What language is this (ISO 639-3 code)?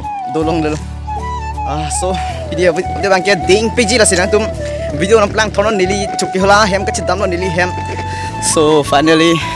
mjw